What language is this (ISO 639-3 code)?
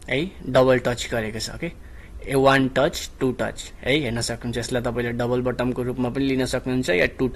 nep